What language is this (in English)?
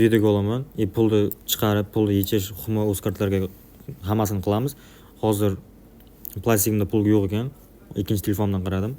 Uzbek